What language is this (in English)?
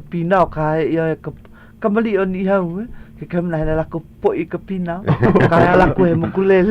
Hawaiian